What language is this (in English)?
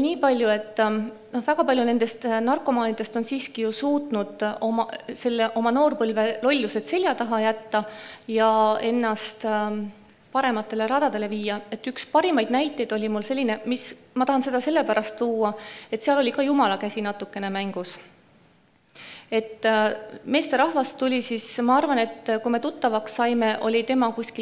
Estonian